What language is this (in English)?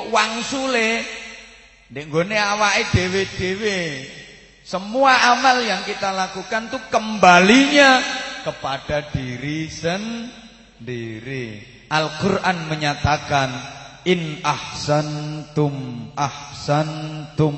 Javanese